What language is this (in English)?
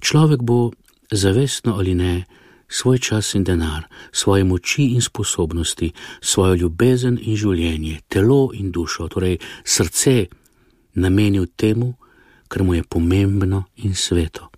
Slovenian